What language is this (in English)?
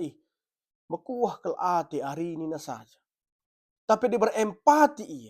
Batak Karo